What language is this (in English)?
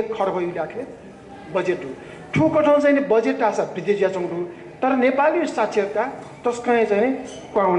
Newari